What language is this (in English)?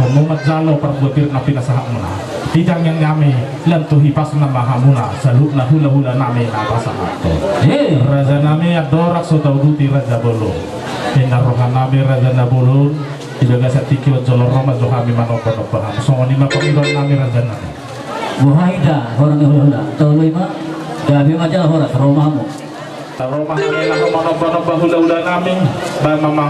Batak Toba